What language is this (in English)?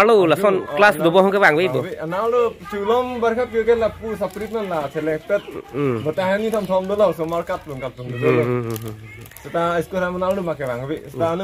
Karbi